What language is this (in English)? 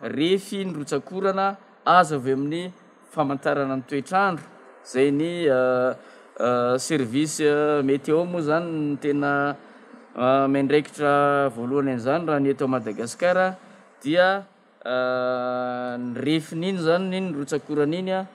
Malagasy